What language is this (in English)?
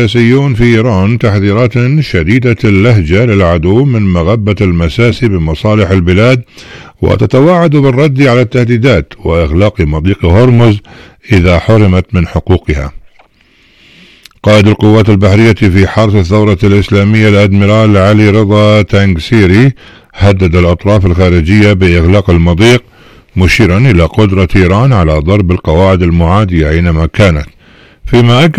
Arabic